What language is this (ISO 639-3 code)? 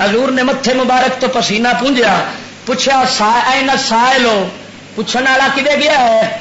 lah